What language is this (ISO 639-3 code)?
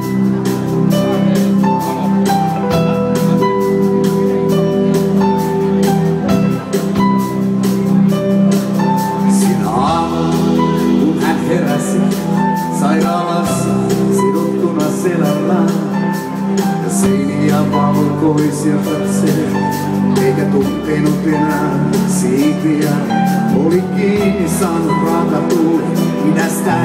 fin